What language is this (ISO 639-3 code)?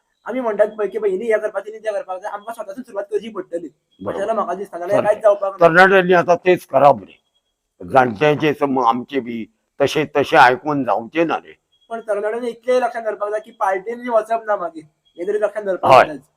kok